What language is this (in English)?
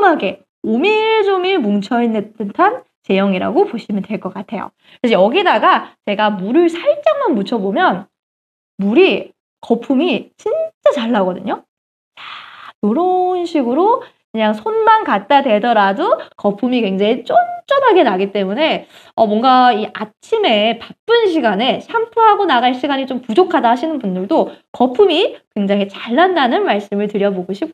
Korean